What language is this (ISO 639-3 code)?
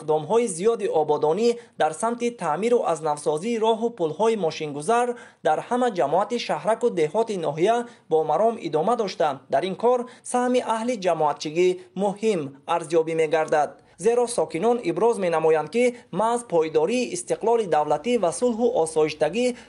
tgk